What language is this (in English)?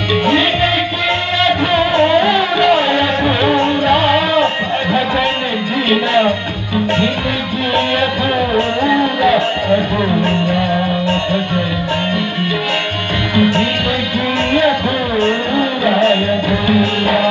Chhattisgarhi